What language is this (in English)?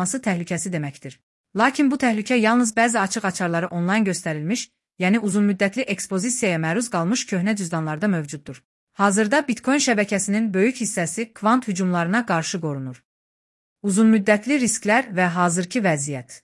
Azerbaijani